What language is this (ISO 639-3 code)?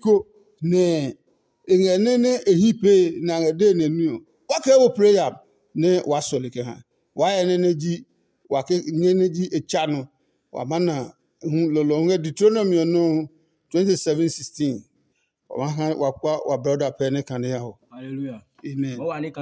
ada